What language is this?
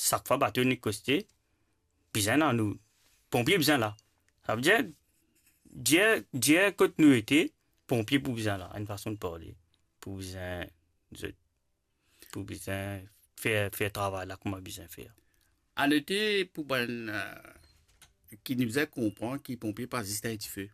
Morisyen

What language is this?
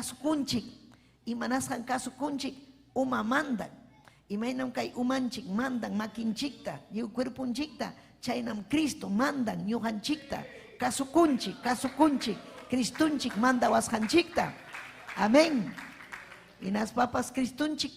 Ayacucho Quechua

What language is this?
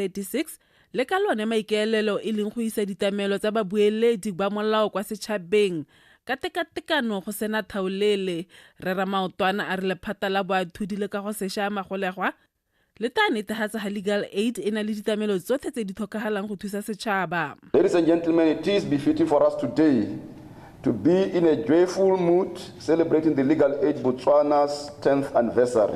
Tswana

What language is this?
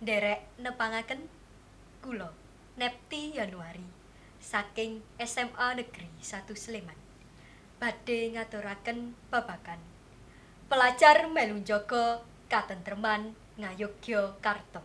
Javanese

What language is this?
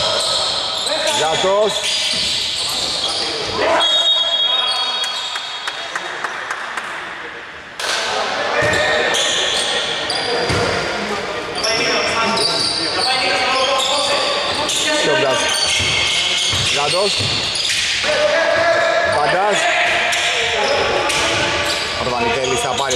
Greek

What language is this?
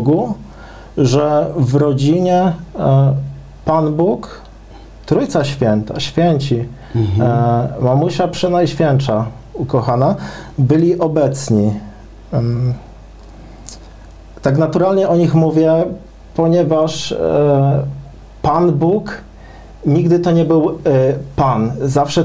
Polish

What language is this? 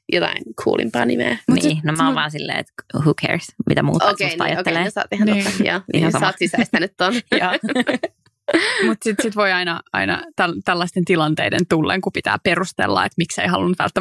Finnish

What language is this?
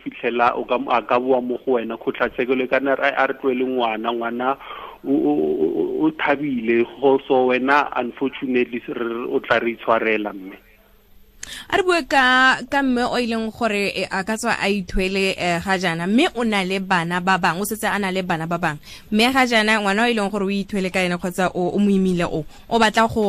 Tswana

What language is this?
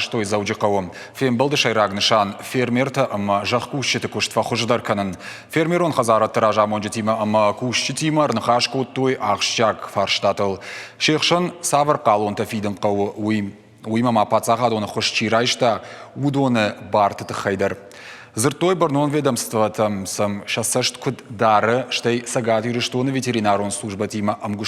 Ossetic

